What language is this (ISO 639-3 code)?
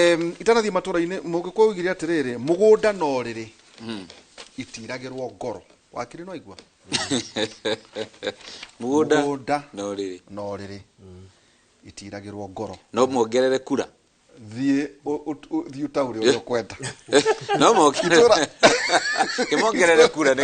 kik